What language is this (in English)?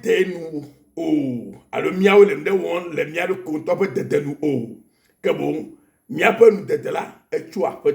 Ewe